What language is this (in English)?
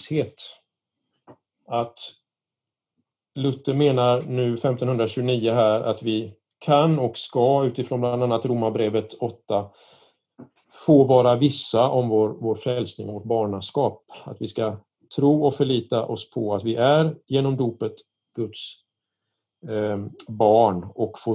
Swedish